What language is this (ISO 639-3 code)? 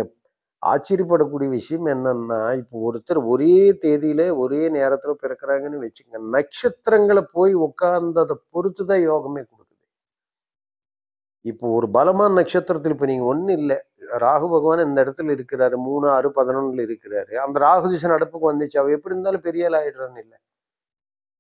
tam